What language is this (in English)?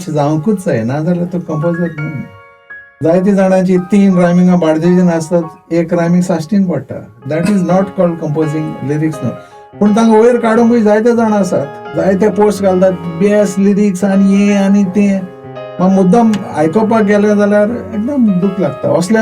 Konkani